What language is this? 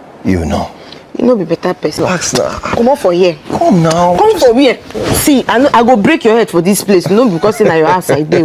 Nigerian Pidgin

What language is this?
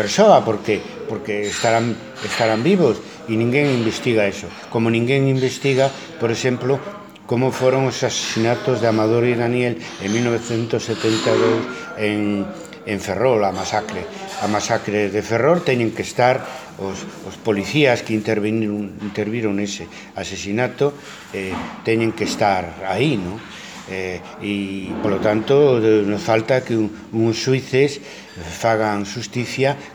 Galician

